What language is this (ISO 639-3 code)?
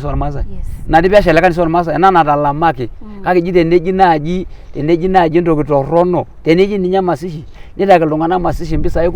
mas